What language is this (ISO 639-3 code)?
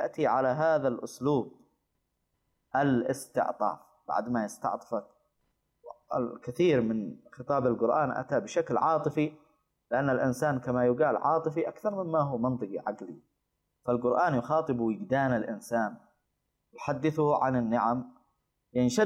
ara